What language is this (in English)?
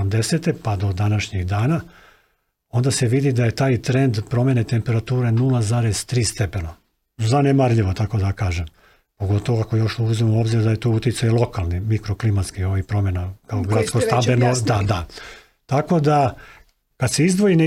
Serbian